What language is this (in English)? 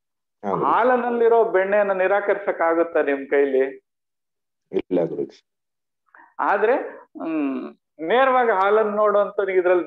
Kannada